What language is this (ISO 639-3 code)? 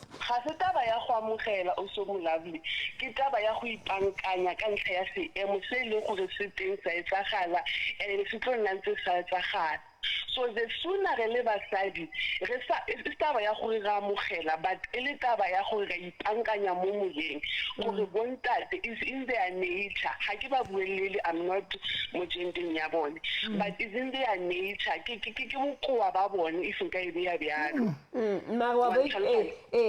sot